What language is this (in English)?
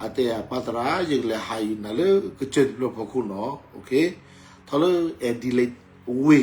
S'gaw Karen